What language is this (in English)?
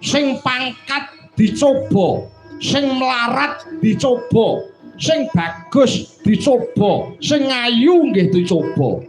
Javanese